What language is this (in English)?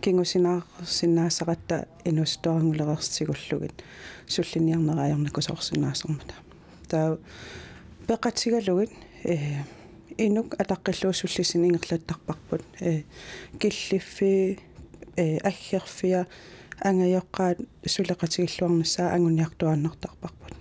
Kalaallisut